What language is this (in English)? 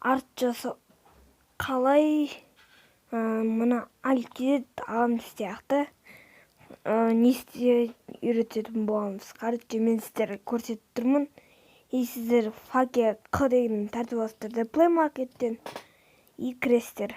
Kazakh